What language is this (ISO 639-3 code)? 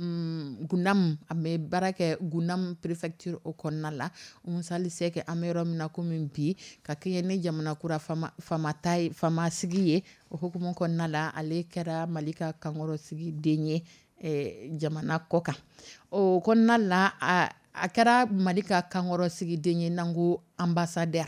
dyu